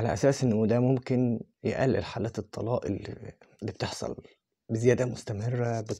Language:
Egyptian Arabic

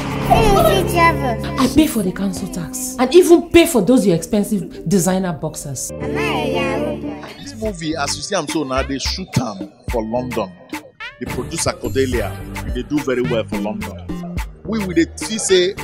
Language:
Nigerian Pidgin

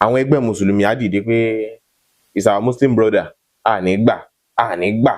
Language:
Yoruba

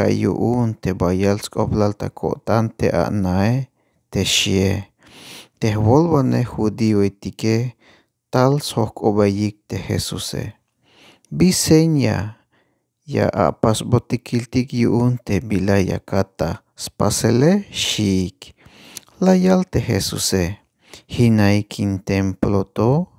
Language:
Tzeltal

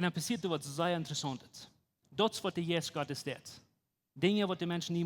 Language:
Plautdietsch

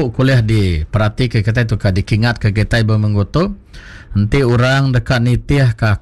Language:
Iban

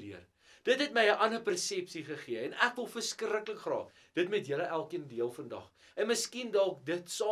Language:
Afrikaans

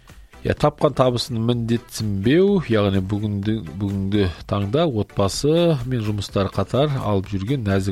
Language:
Kazakh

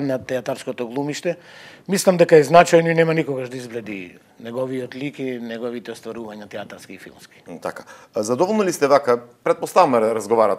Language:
Macedonian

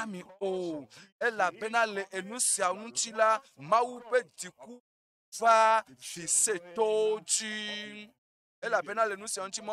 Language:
Ewe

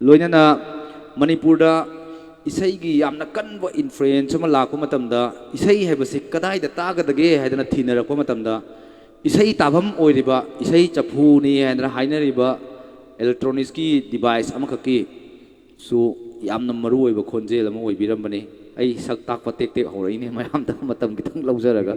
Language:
Manipuri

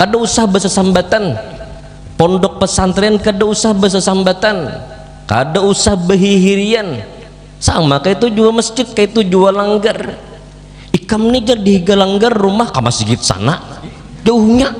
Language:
Banjar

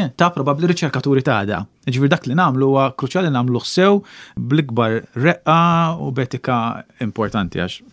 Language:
Maltese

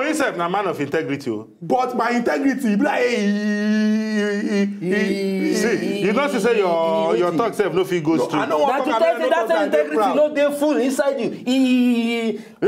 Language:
Nigerian Pidgin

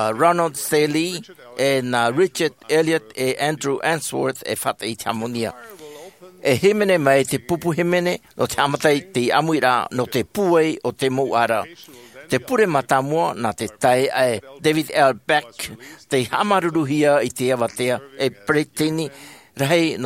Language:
Tahitian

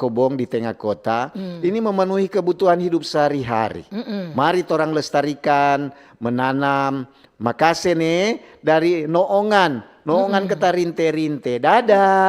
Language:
Manado Malay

